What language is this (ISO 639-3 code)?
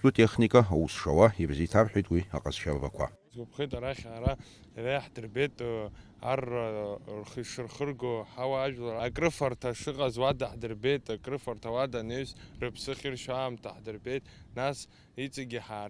abk